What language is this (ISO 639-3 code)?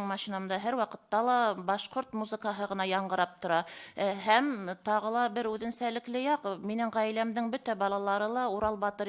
bak